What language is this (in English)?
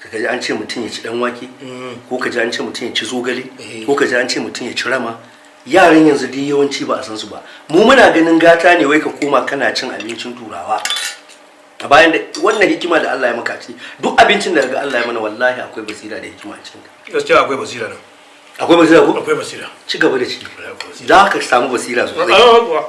Hausa